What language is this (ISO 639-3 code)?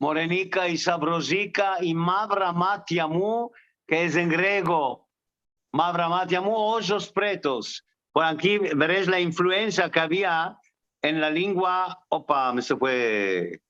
lad